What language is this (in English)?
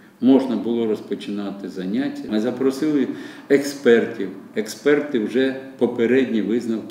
Ukrainian